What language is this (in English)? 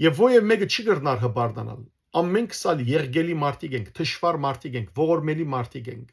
Western Armenian